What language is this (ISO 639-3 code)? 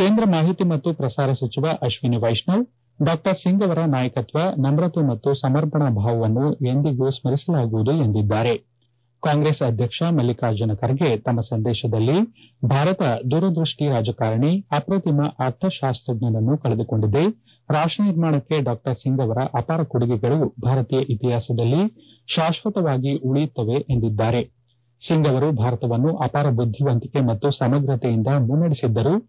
kan